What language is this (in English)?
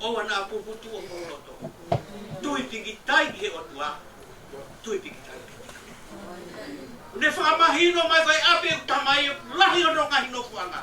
Tongan